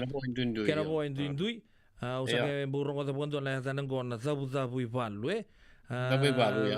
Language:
Fijian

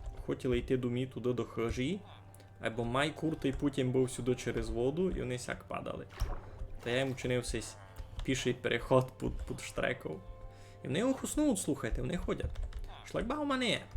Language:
Rusyn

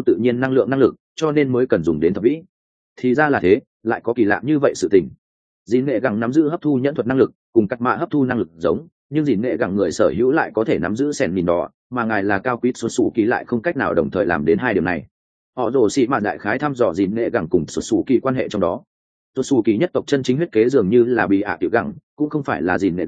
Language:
Vietnamese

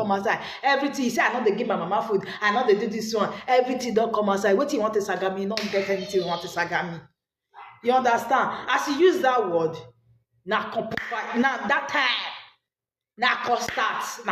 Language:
Nigerian Pidgin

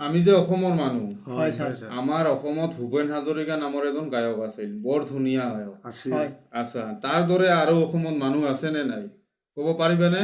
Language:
Assamese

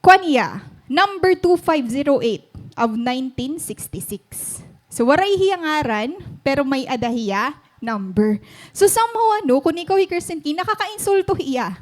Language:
Waray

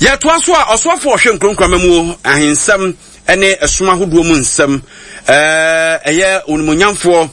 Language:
Akan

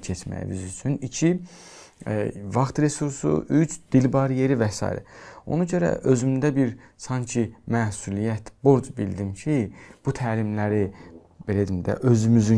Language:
Azerbaijani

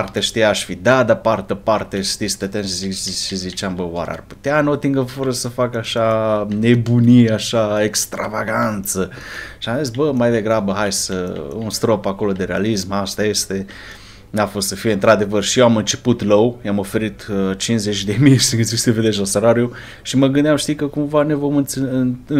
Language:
Romanian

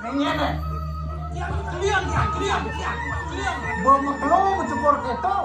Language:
Balinese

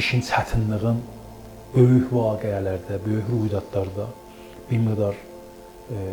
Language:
Azerbaijani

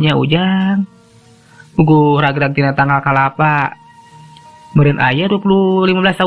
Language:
Sundanese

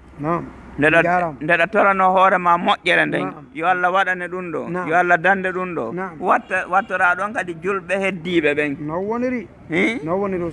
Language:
Fula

